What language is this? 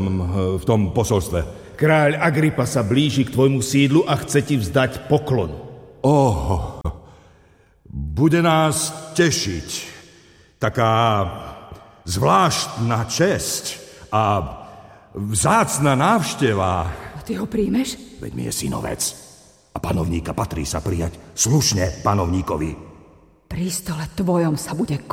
Slovak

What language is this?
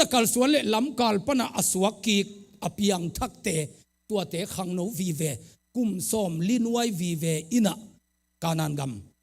Tedim Chin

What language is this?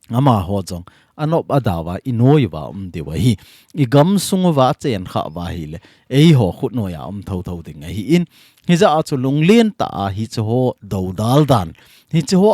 Thado Chin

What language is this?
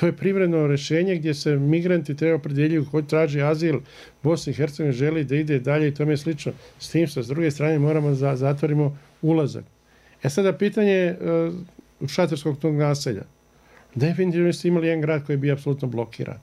Bosnian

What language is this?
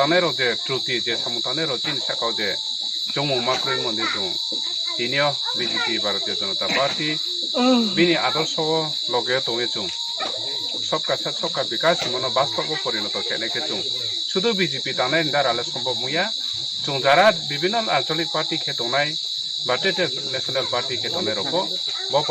Riang (India)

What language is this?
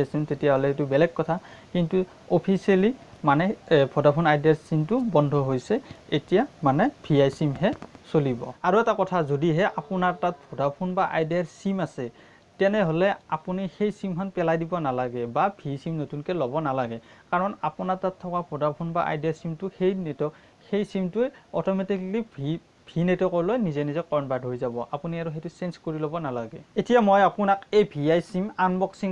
Assamese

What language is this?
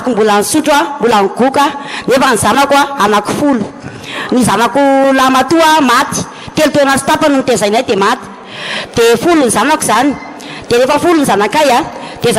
Malagasy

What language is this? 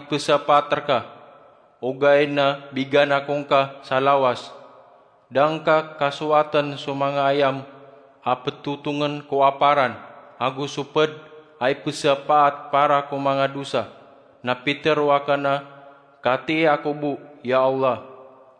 Maranao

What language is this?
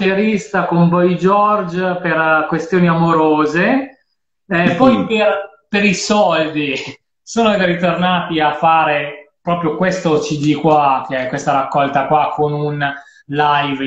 Italian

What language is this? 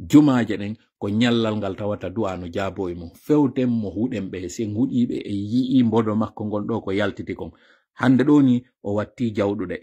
Pular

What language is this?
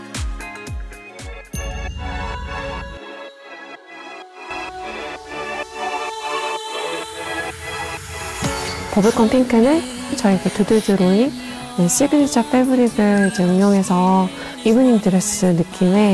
Korean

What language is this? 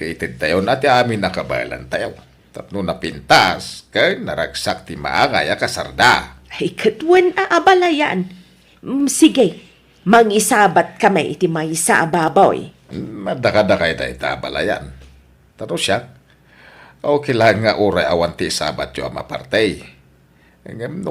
Iloko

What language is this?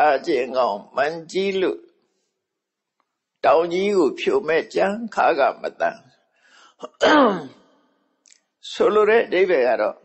Burmese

